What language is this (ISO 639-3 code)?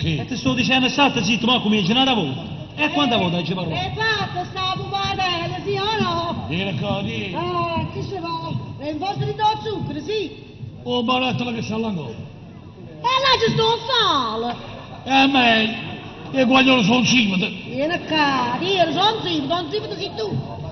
nap